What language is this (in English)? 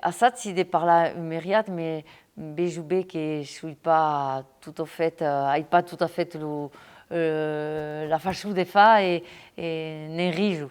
Occitan